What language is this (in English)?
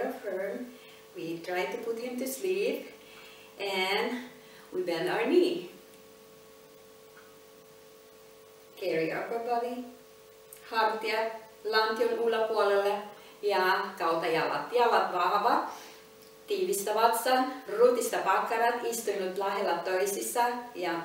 Finnish